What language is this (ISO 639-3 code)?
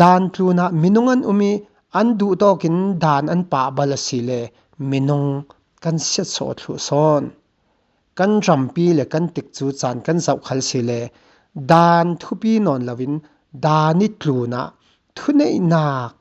cfm